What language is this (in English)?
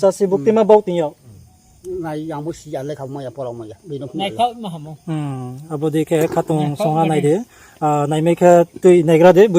Riang (India)